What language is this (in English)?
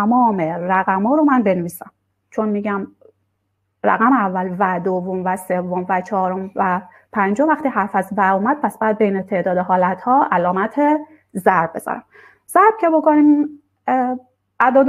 Persian